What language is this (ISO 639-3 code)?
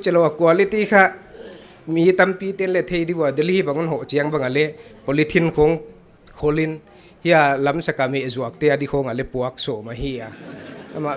pck